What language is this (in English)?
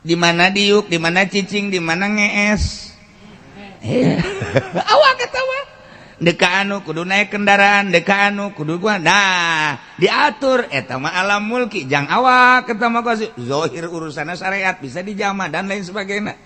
Sundanese